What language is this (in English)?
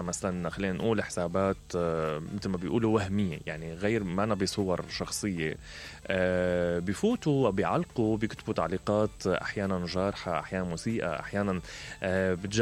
Mesopotamian Arabic